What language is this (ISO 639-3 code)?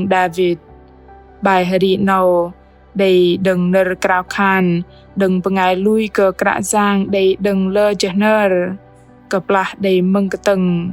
bdq